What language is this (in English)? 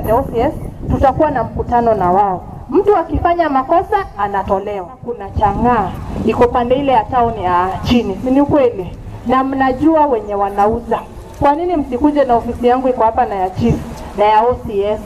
Gusii